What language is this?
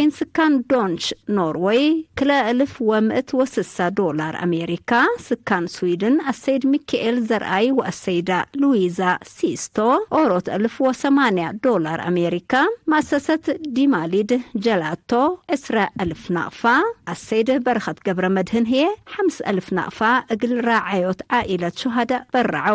Tigre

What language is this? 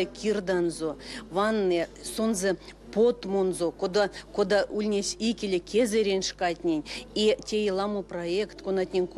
Erzya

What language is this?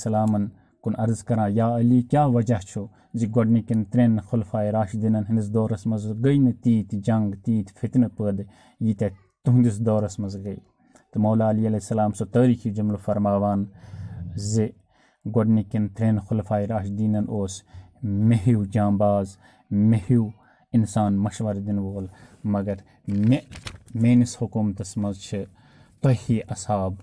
Kashmiri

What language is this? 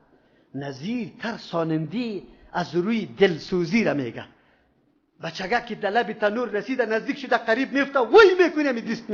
Persian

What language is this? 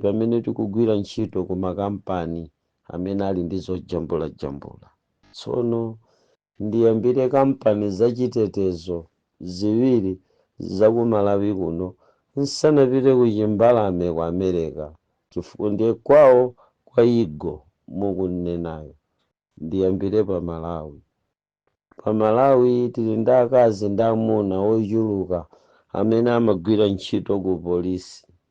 Nyanja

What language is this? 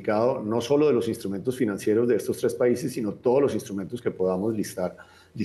Spanish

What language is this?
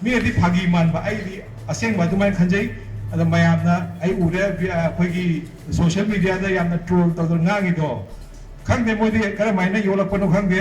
Manipuri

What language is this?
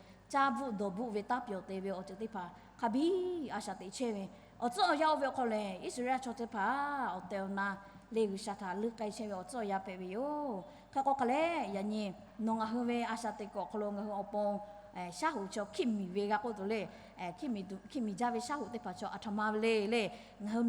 Lahu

